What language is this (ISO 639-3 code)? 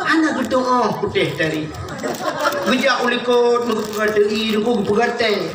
ace